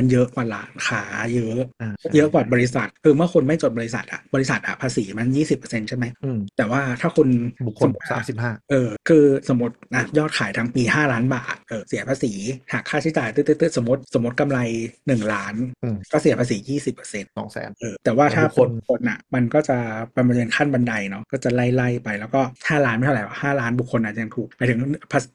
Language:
Thai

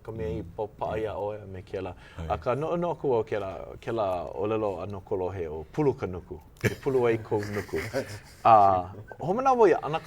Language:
Hawaiian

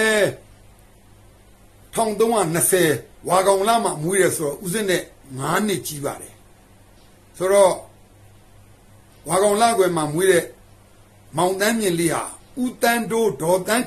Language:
Burmese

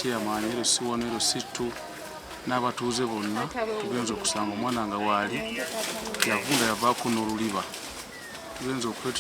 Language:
Ganda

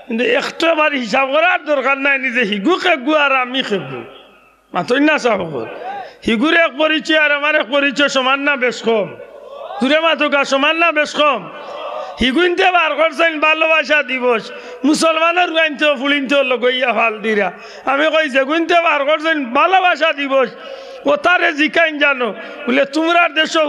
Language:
Sylheti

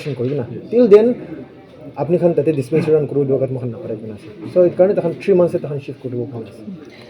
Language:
Naga Pidgin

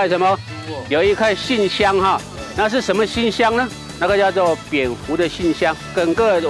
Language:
Chinese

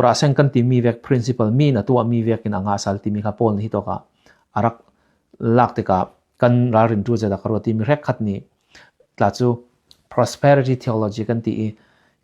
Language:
Falam Chin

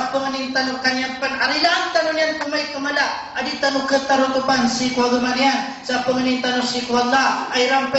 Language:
Maranao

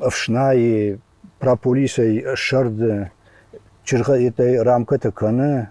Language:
Ossetic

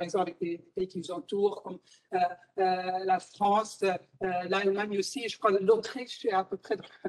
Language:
French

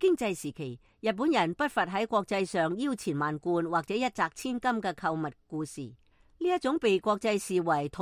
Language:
Cantonese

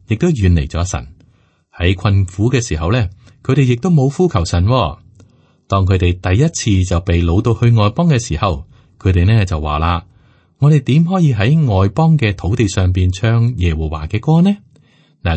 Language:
Cantonese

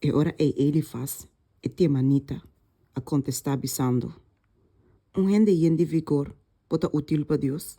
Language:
Papiamento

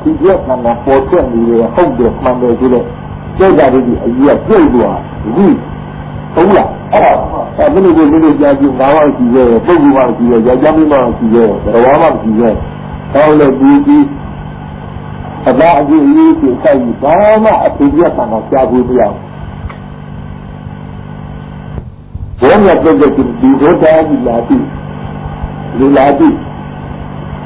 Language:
Burmese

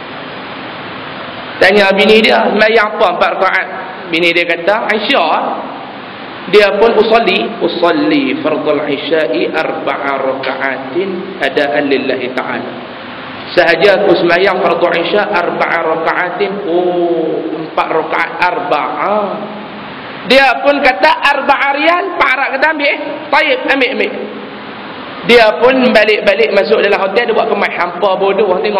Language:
Malay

